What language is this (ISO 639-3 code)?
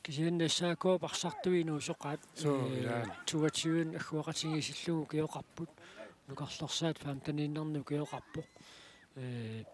kal